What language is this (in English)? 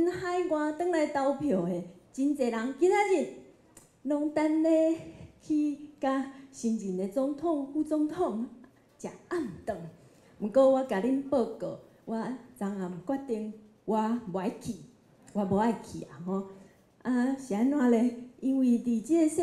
Min Nan Chinese